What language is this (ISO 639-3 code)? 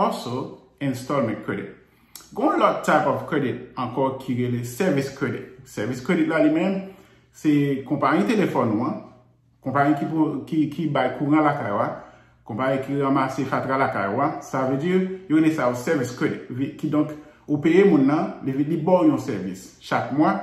hat